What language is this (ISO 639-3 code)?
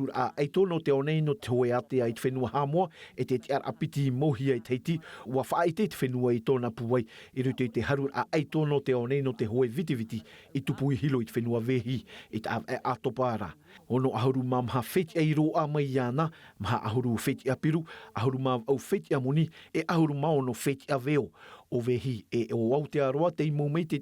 tah